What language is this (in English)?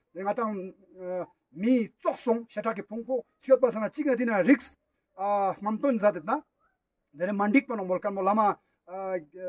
Ladakhi